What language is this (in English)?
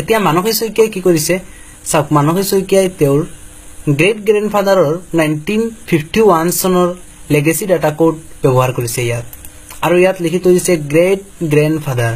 Assamese